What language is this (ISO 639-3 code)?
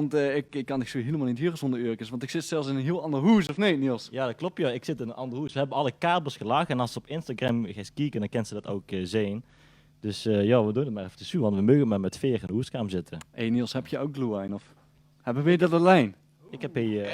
lim